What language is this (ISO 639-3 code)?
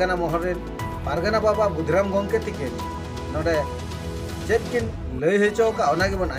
sat